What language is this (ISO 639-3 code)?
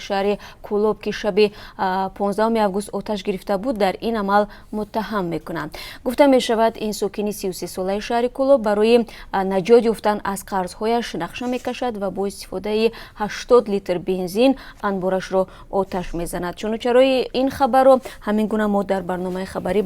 tgk